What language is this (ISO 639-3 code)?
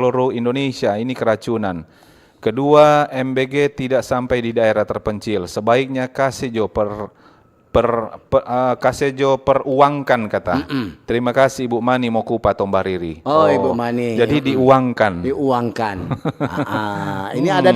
xmm